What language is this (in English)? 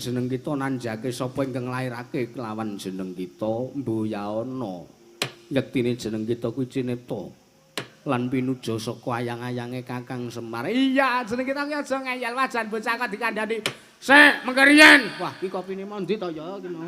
Javanese